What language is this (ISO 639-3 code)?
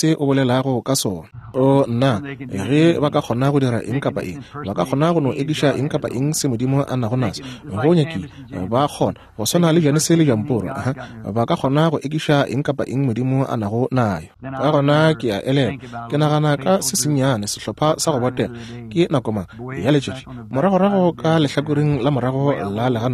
nso